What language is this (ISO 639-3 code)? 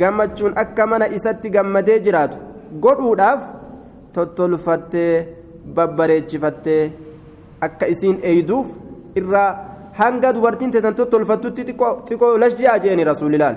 orm